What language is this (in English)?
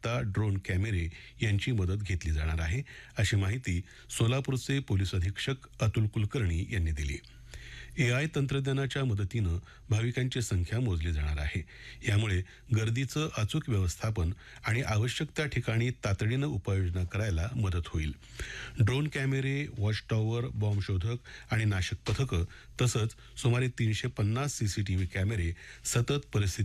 Marathi